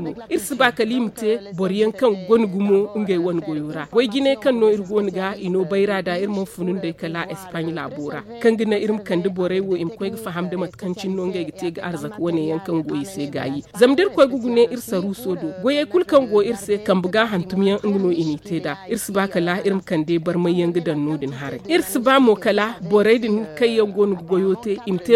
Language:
Zarma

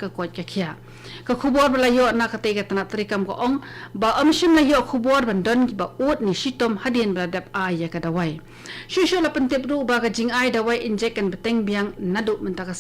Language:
Khasi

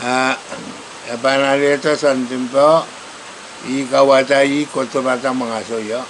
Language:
Pohnpeian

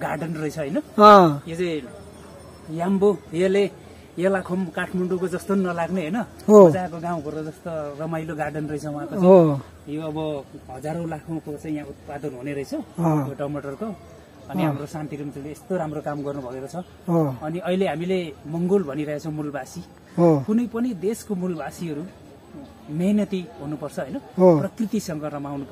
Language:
Nepali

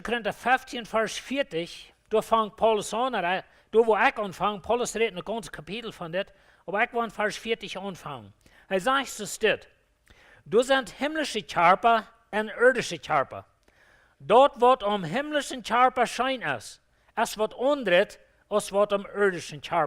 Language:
Plautdietsch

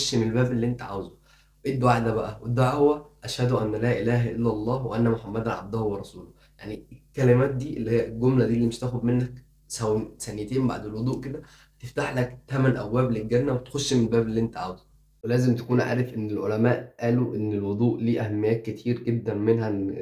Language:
Egyptian Arabic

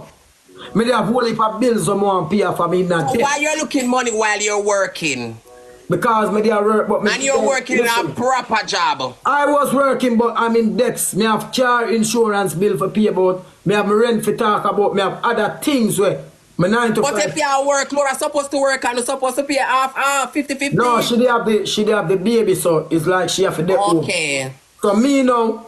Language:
Jamaican Creole English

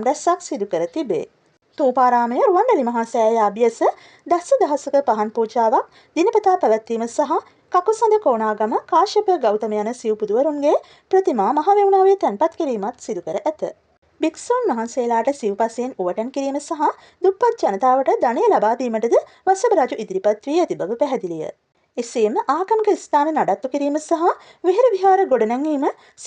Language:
Sinhala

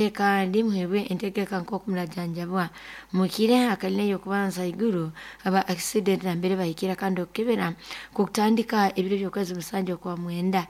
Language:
Nyankole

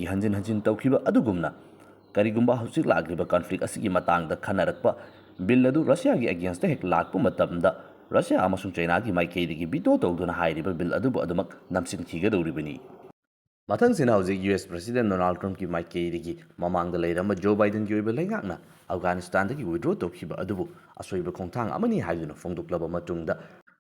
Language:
Manipuri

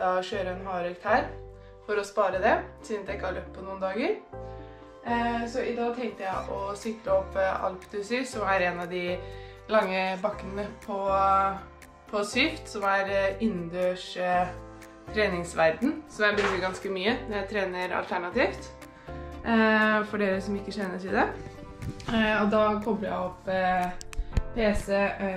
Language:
Norwegian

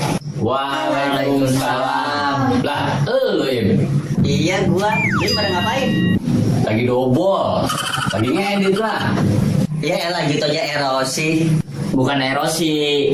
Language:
Betawi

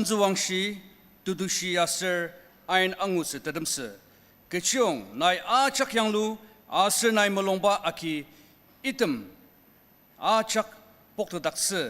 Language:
Ao Naga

